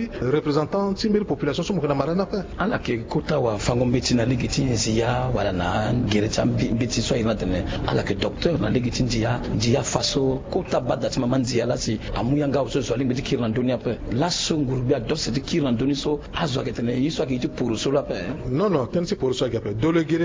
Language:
Sango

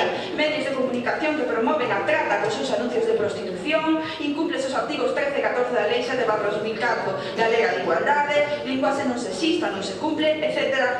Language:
Galician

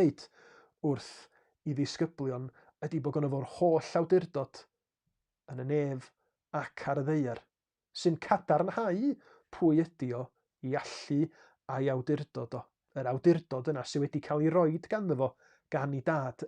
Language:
Welsh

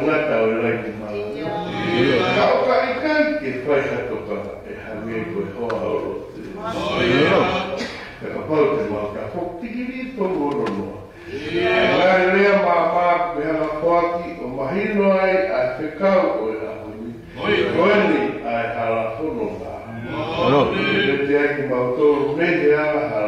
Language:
Tongan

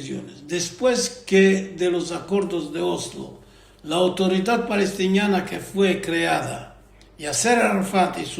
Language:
Ladino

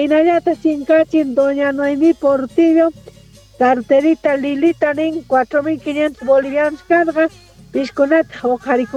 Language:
Quechua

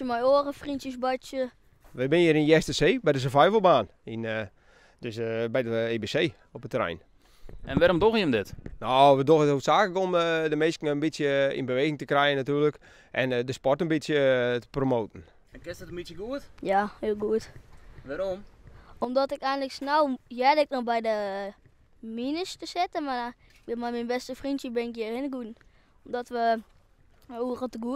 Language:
Western Frisian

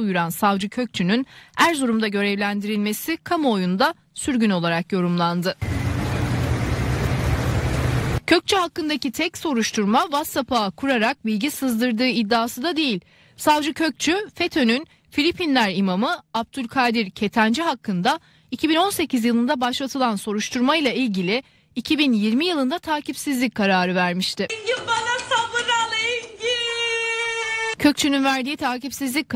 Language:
Turkish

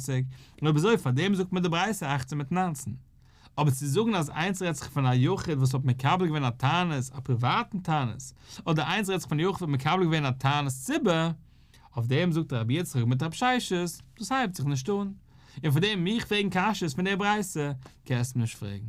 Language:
Yiddish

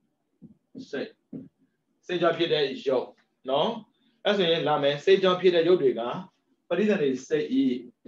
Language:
Burmese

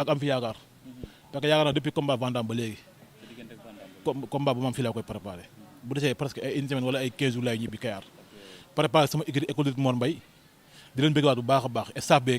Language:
Wolof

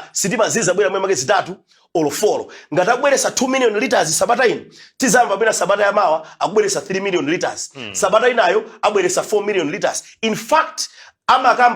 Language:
Nyanja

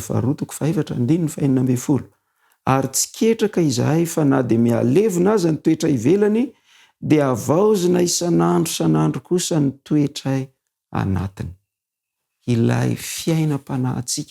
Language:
Malagasy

